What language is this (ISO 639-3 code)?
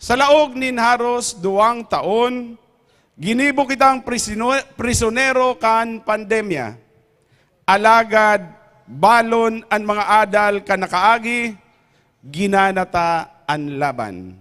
bik